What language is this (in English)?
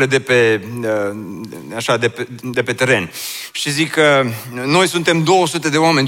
Romanian